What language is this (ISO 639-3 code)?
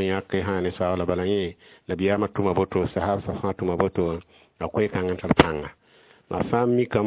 mos